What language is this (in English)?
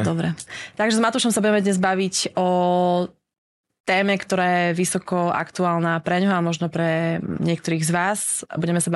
Slovak